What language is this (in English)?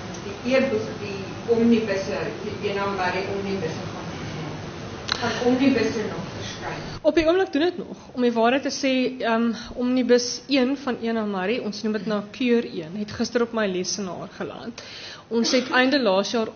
Afrikaans